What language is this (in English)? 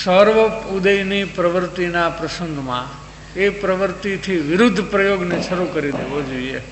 Gujarati